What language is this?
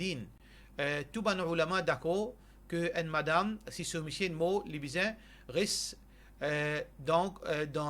Morisyen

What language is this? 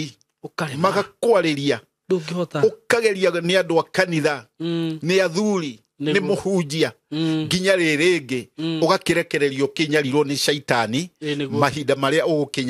Kikuyu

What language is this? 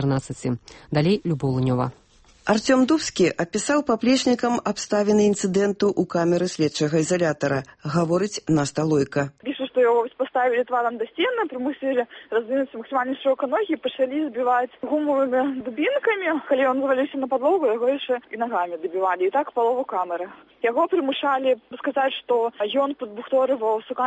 Belarusian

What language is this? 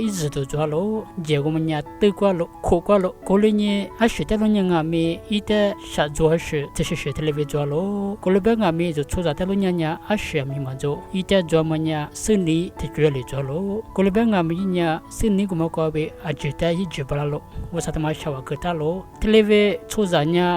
Lisu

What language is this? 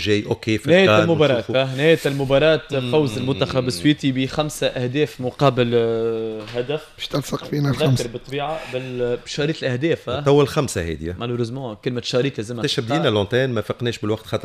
Tunisian Arabic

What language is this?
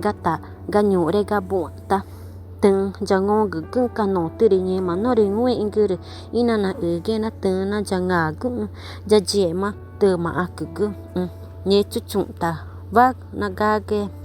Ticuna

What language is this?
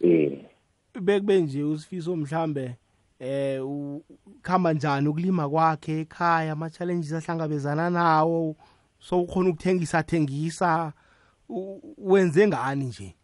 South Ndebele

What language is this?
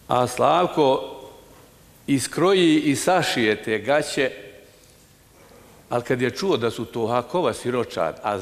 Bosnian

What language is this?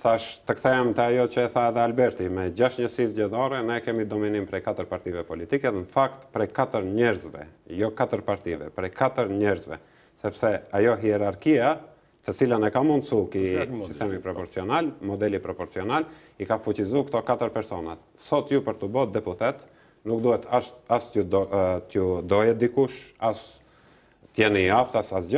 Albanian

